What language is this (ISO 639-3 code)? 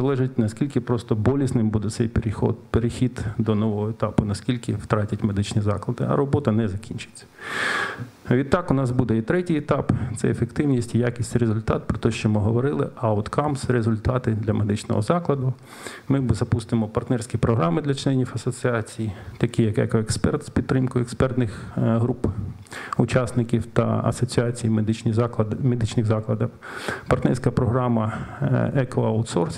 ukr